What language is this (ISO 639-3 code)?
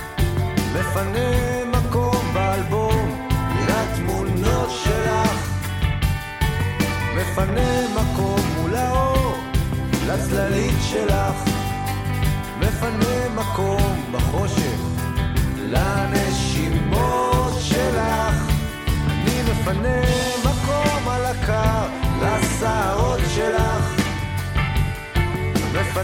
heb